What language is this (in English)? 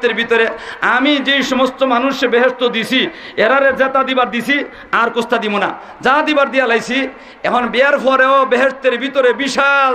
Sylheti